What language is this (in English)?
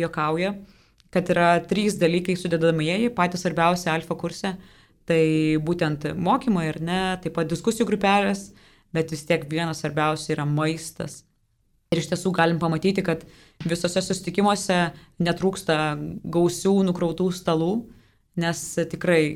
Lithuanian